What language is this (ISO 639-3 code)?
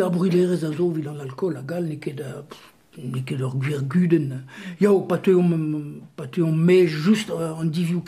bre